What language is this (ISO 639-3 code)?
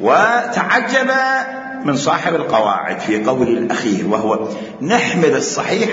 acm